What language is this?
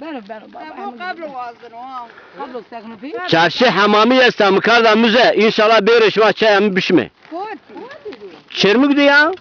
Zaza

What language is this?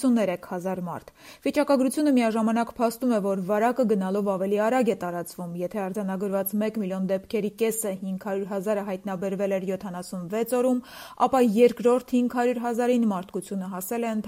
Armenian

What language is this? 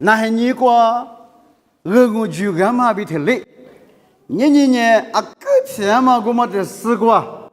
Lisu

